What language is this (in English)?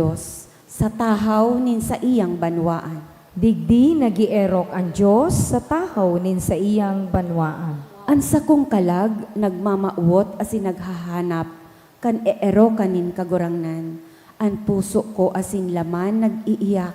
Bikol